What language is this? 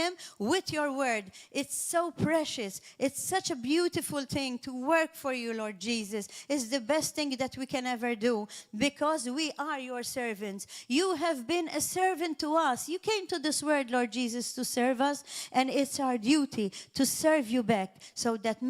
English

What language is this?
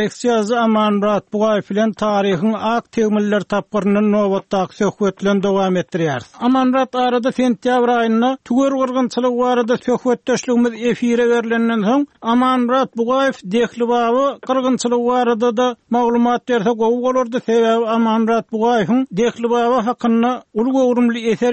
Turkmen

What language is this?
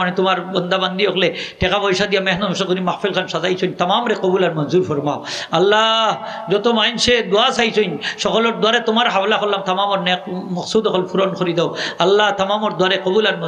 Sylheti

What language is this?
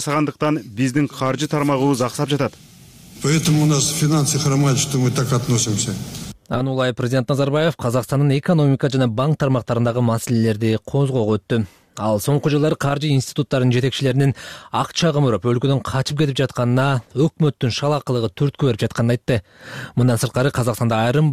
Kyrgyz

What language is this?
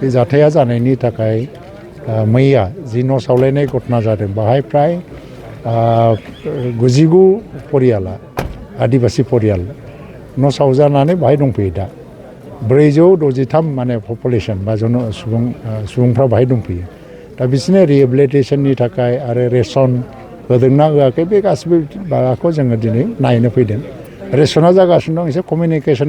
Bodo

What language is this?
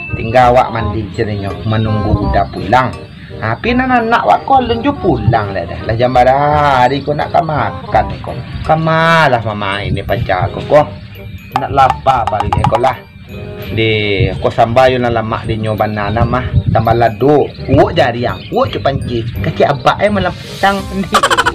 Minangkabau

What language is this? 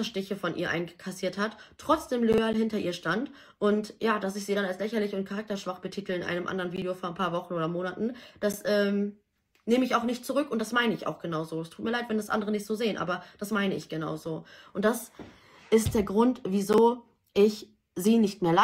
German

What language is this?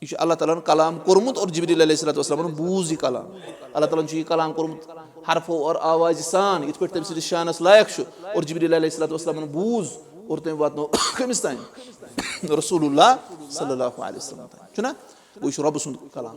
Kashmiri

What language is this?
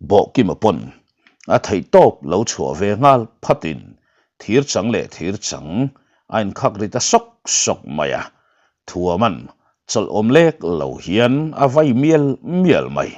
Mizo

